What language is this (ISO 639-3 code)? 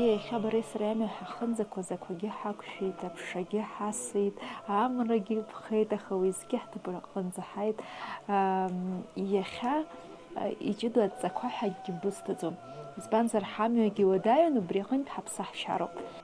abk